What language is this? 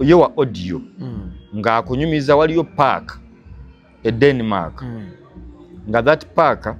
Ganda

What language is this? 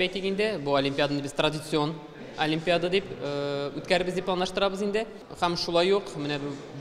Tatar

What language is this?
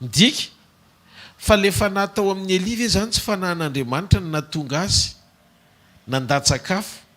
Malagasy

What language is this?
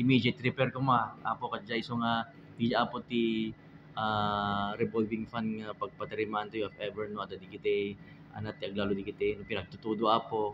Iloko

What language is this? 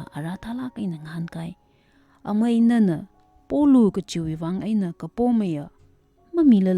Tangkhul Naga (India)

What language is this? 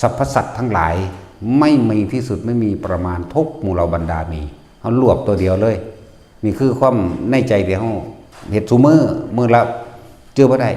Northeastern Thai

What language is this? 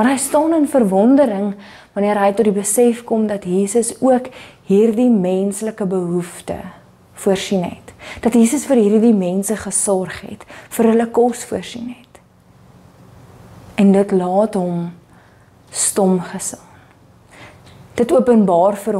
Afrikaans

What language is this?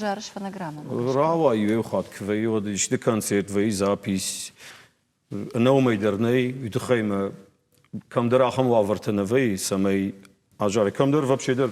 Ossetic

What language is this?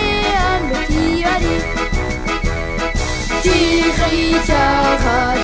Basque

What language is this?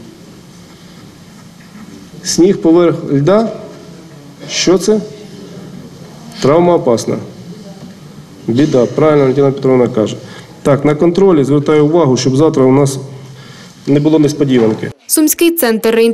Ukrainian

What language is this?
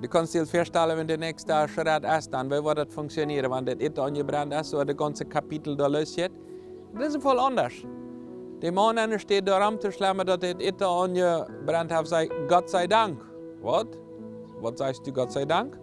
Plautdietsch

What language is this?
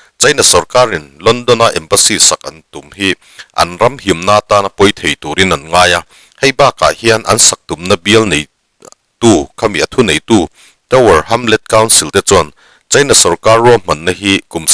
Mizo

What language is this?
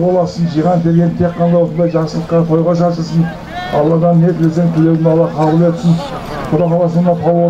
Kazakh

